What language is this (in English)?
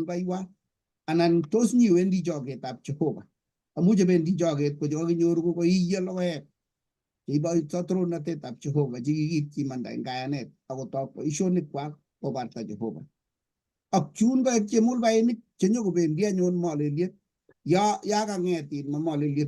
Kalenjin